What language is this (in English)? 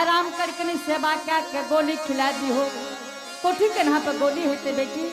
Angika